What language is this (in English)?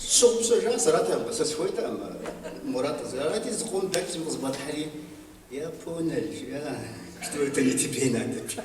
Kabardian